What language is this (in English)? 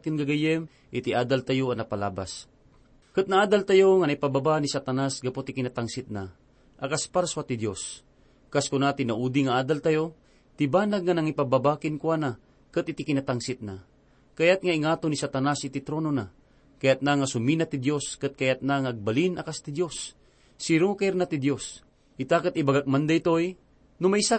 Iloko